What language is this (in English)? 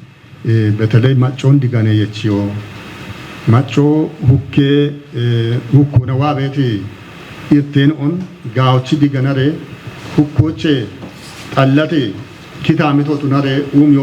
Kafa